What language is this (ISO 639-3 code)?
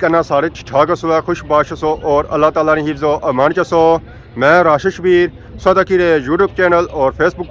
phr